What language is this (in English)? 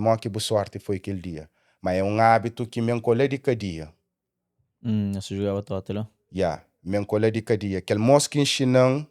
Kabuverdianu